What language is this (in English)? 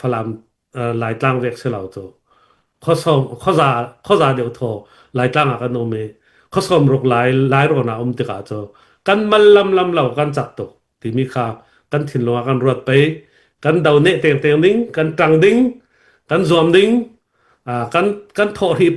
Falam Chin